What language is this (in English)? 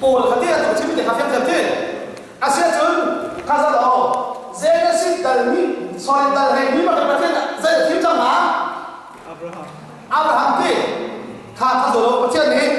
Hakha Chin